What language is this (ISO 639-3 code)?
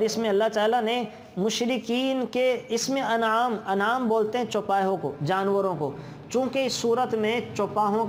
urd